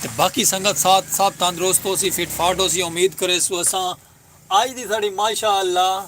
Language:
Saraiki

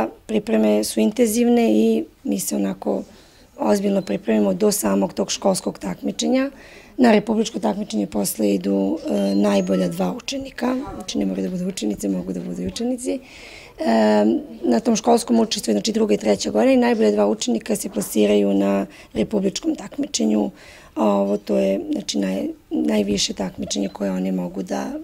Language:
Serbian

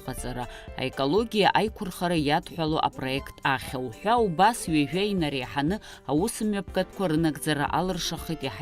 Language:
Abkhazian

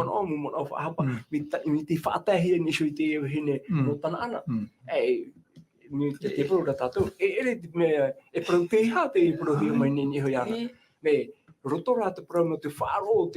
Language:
Tahitian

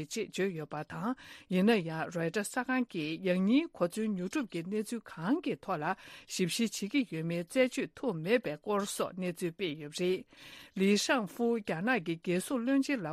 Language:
Tibetan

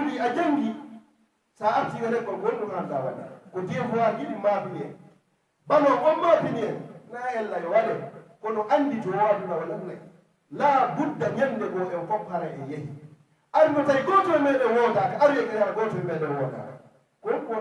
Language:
Fula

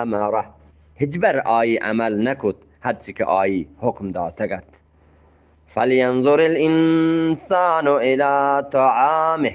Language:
Eastern Balochi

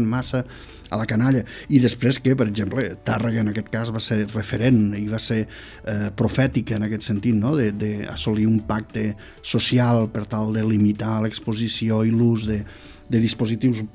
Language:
Catalan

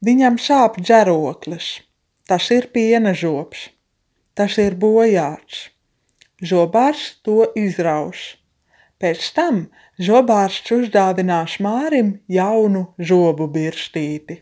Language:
Latvian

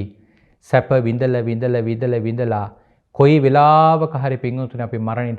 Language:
Sinhala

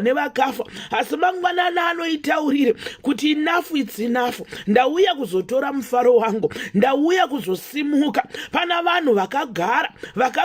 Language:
Shona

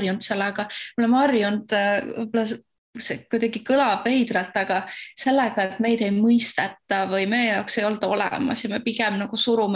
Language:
Estonian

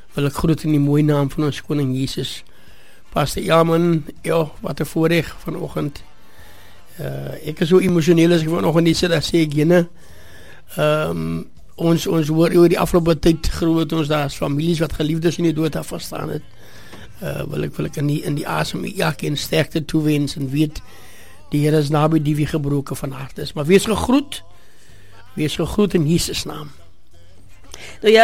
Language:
Afrikaans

